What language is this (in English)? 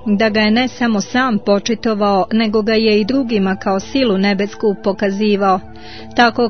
Croatian